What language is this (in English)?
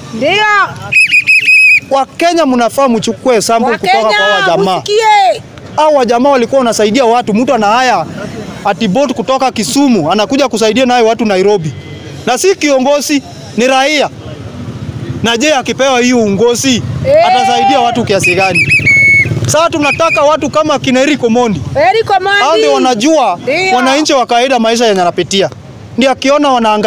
Swahili